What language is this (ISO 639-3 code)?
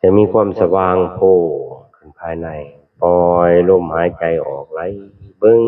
tts